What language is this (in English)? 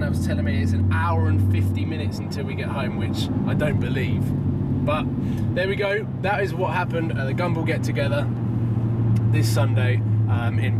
English